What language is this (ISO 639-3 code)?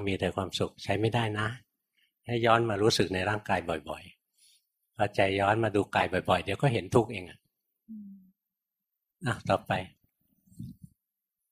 tha